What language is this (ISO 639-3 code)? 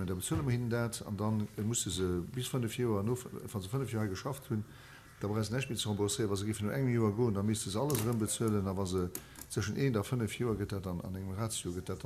ltz